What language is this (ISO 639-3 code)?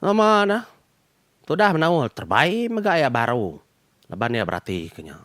iba